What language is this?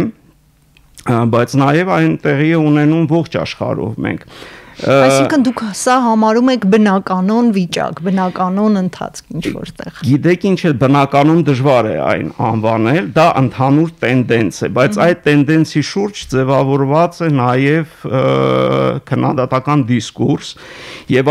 Armenian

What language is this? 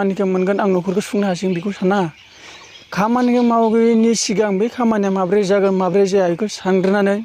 Bodo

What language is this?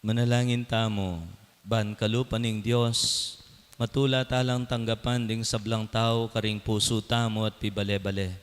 Pampanga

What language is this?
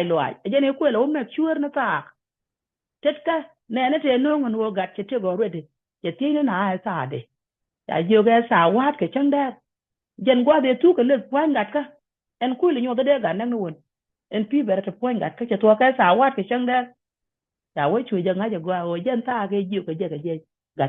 Nuer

